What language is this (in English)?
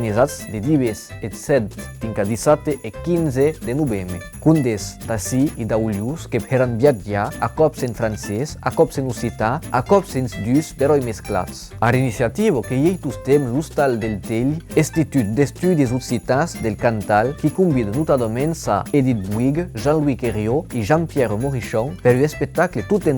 Occitan